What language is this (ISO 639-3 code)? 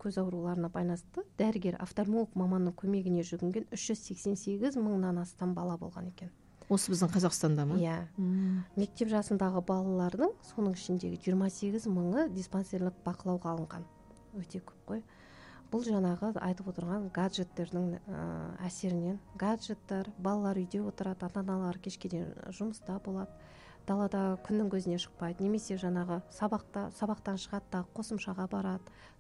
kaz